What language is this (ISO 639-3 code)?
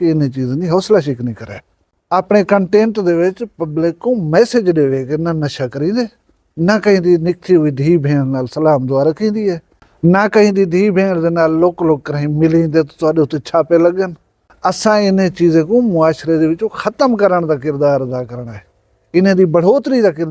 skr